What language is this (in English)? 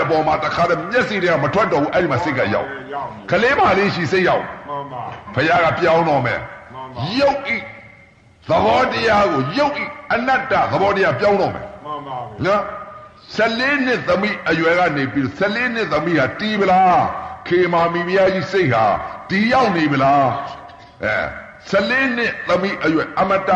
Burmese